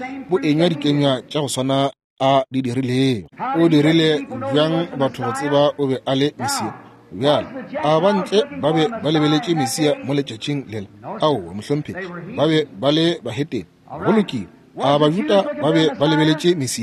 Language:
Northern Sotho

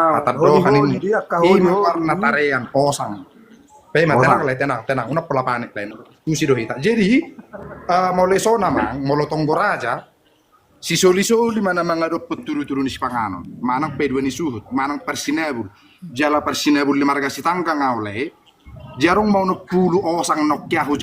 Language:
Batak Toba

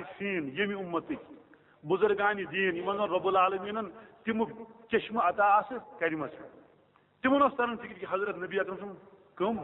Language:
Kashmiri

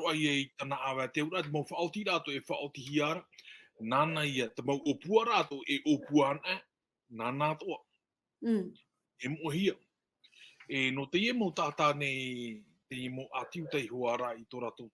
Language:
Tahitian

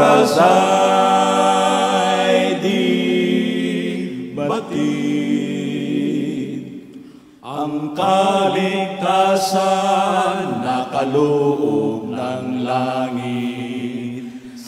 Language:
Filipino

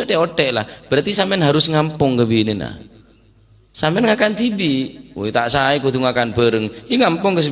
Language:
Madurese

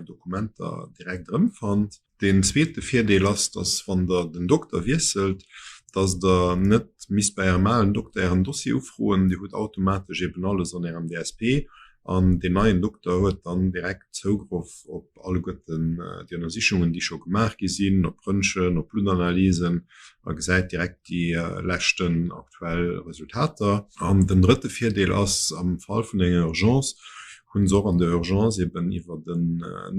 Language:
Luxembourgish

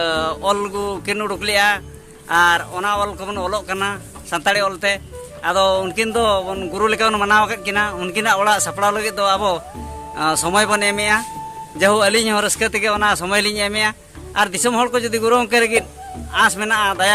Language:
Santali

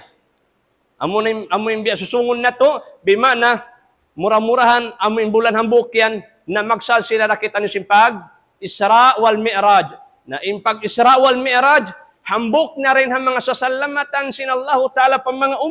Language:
Tausug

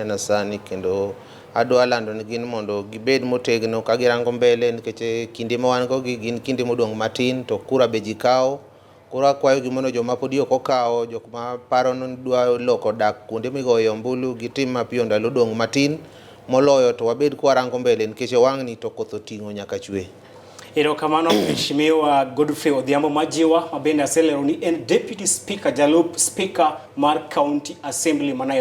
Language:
Luo (Kenya and Tanzania)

